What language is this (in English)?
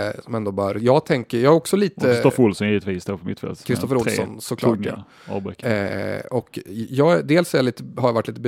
Swedish